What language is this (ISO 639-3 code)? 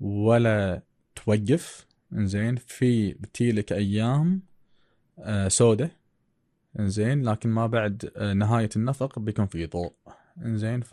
afb